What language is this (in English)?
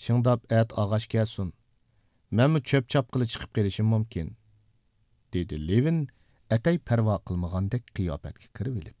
Uyghur